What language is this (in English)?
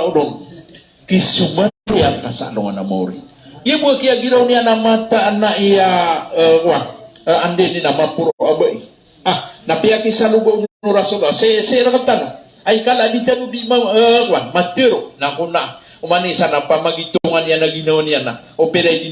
Maranao